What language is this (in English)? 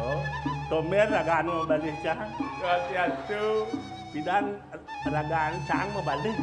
Balinese